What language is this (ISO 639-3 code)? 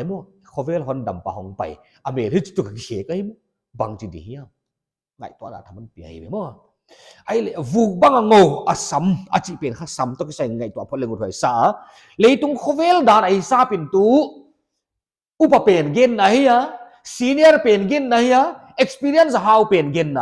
pck